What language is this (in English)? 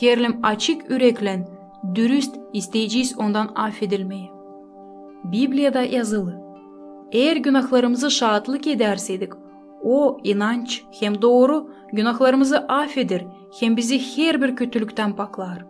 Gagauz